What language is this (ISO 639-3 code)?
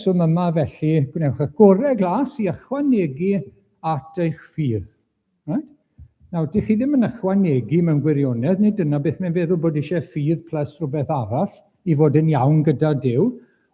cym